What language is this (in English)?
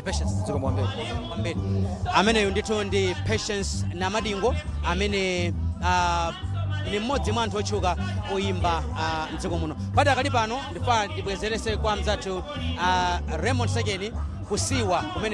Nyanja